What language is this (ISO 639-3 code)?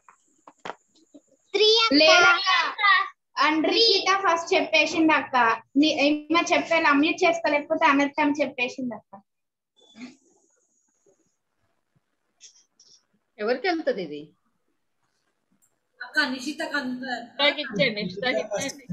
tel